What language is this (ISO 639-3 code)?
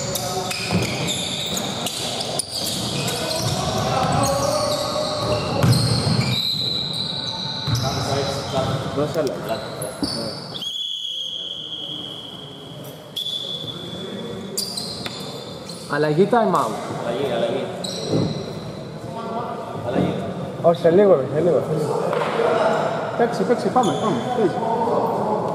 ell